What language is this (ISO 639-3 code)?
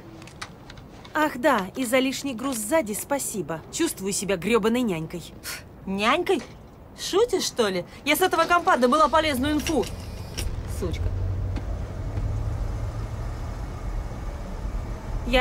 rus